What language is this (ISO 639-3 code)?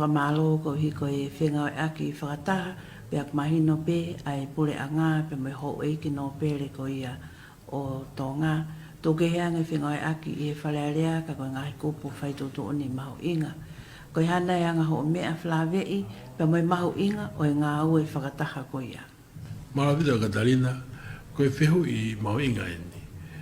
ton